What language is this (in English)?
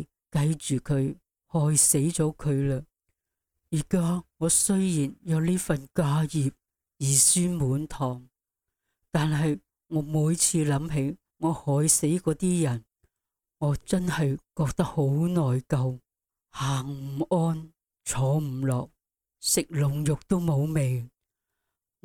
Cantonese